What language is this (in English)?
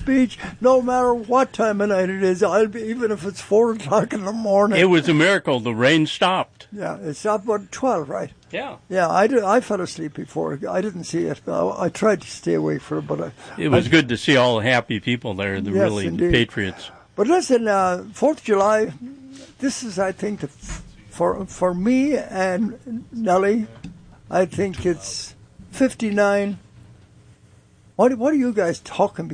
English